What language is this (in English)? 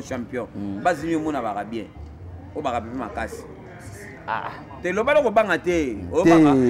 Lingala